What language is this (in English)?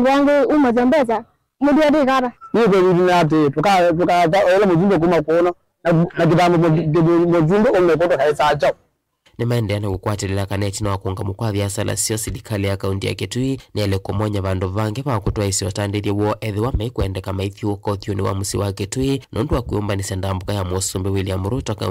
Kamba